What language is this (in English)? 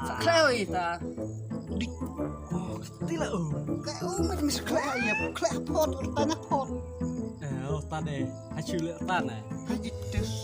Khasi